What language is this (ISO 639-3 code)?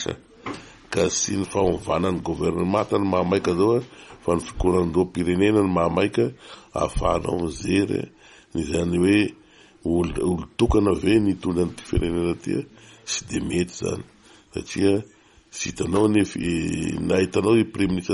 mlg